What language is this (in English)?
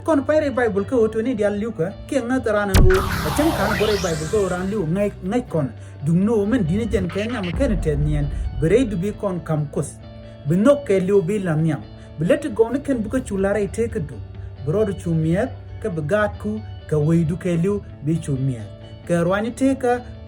Nuer